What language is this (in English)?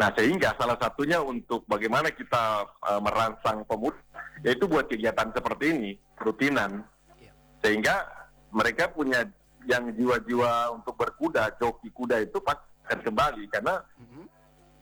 Indonesian